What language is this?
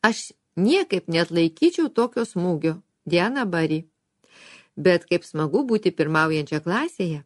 Lithuanian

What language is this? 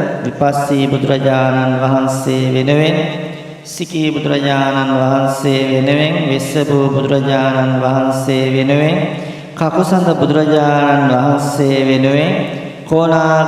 Sinhala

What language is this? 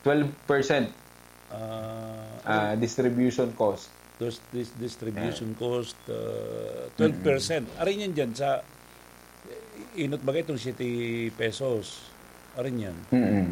Bikol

